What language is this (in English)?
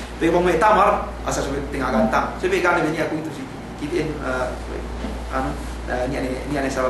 Yakan